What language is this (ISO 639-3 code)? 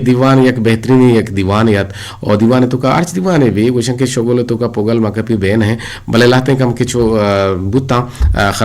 bgp